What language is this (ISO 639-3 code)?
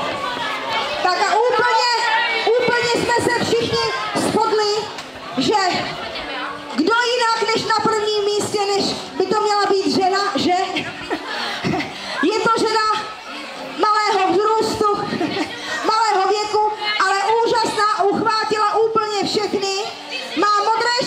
ces